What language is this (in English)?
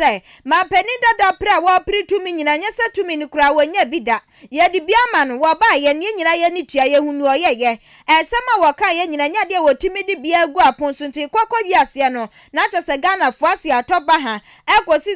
Akan